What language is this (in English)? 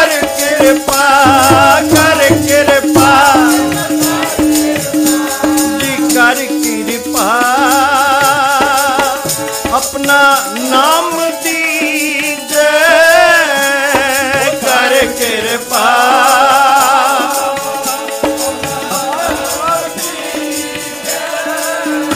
Punjabi